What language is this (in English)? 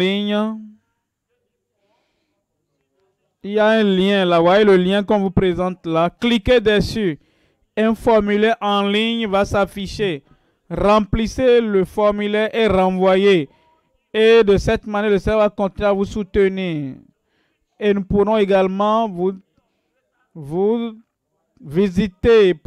French